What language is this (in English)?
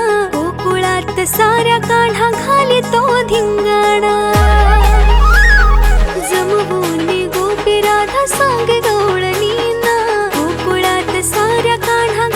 Marathi